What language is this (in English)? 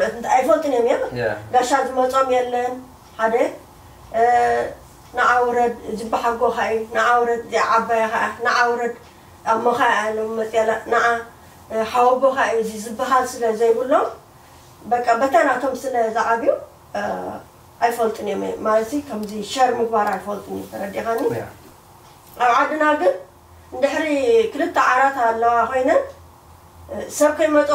Tigrinya